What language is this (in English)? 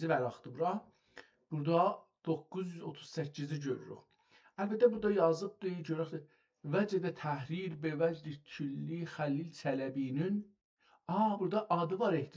South Azerbaijani